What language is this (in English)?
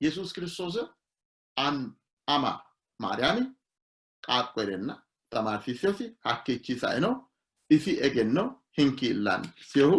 Sidamo